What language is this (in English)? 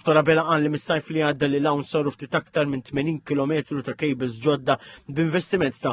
Maltese